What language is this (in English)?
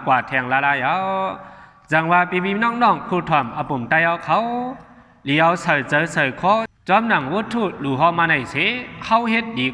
Shan